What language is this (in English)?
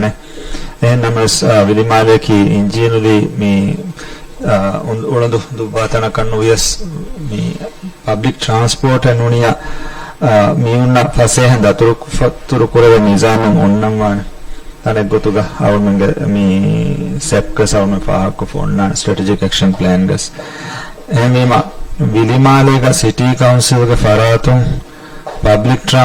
Divehi